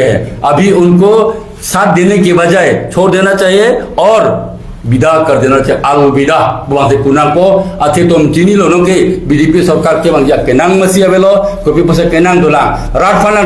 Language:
Karbi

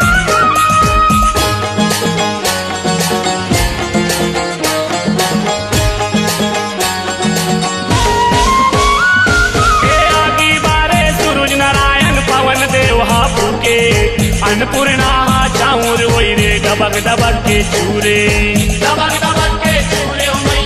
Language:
Chhattisgarhi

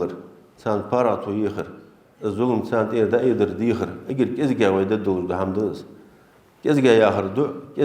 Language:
Ingush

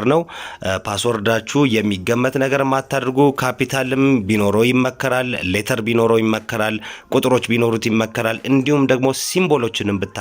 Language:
Amharic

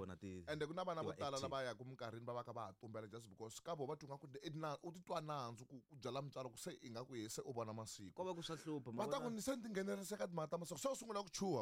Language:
Tsonga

